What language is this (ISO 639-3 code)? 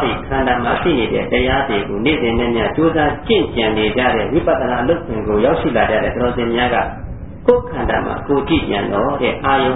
mya